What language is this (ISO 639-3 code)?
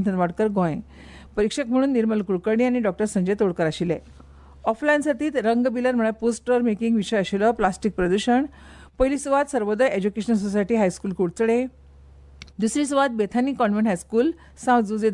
kok